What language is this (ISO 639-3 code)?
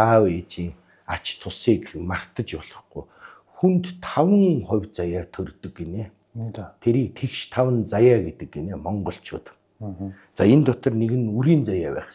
mon